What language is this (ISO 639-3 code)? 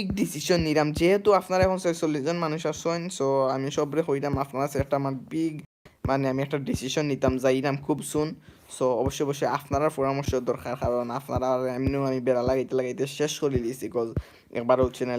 syl